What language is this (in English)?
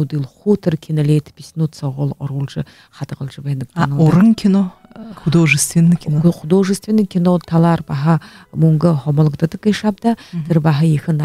Buriat